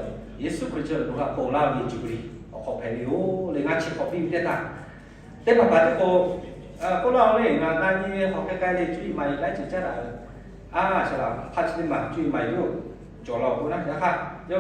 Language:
Lahu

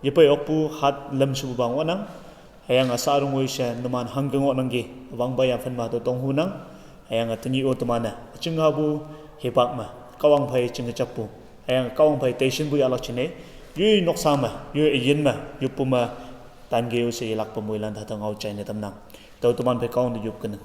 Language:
Konyak Naga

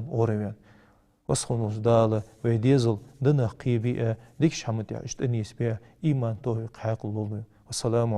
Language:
Ingush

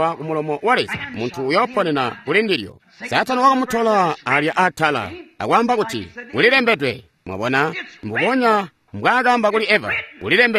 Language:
Tonga (Zambia)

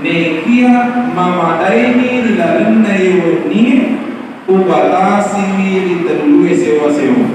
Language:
Buginese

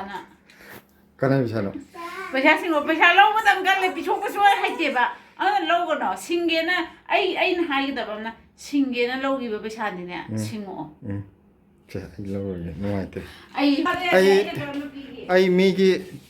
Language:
Manipuri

